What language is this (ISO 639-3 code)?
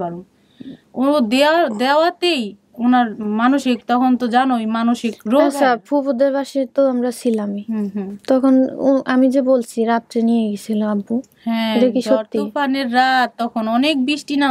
ben